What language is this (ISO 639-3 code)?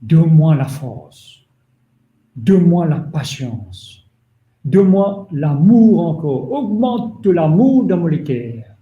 mfe